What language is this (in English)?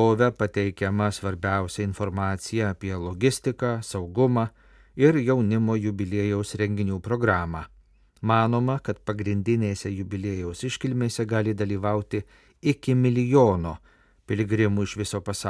Lithuanian